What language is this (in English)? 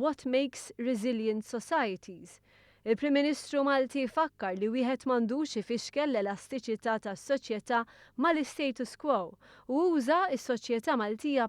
Maltese